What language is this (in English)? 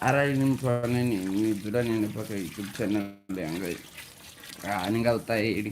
Venda